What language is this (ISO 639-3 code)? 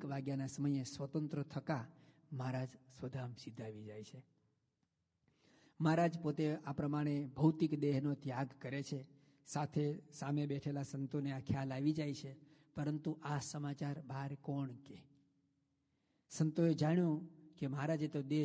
guj